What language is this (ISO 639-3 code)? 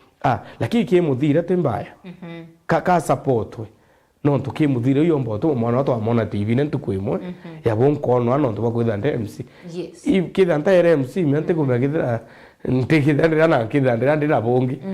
mer